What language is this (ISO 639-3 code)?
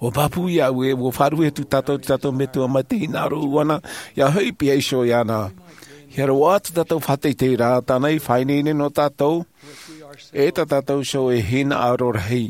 tah